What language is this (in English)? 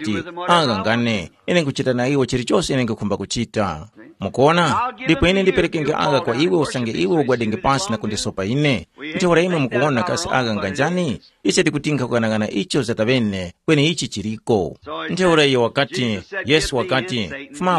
Tumbuka